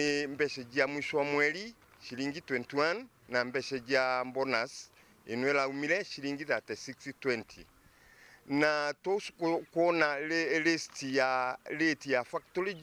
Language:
Meru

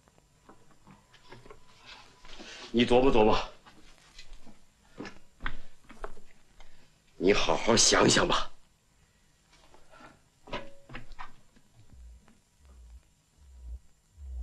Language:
Chinese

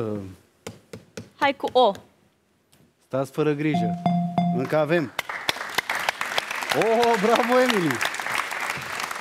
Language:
Romanian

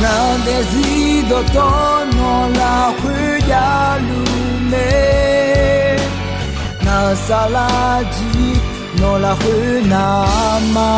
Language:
Akha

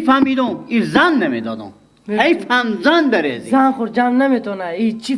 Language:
Persian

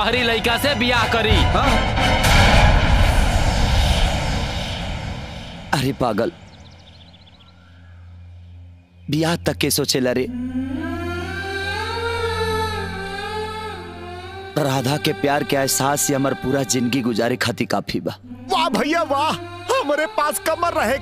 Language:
Bhojpuri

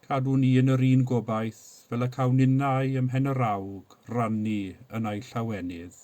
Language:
Welsh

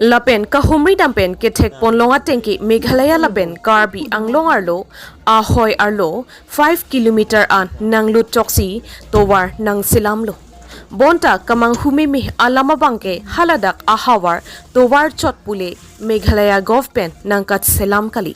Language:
Karbi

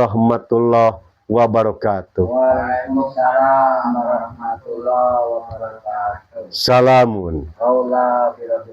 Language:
Sundanese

